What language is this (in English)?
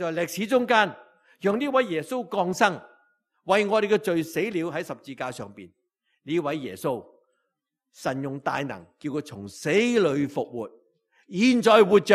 Cantonese